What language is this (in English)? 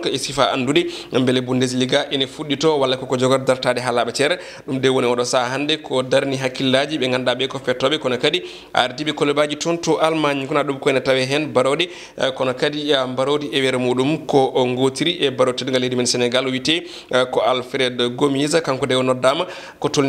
Fula